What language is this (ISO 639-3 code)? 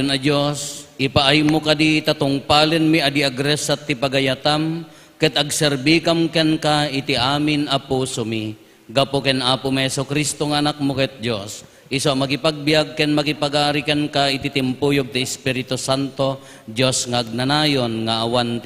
ilo